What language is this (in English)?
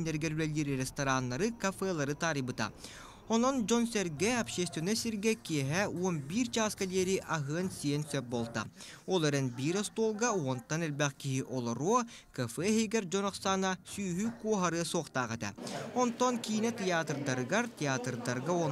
Yakut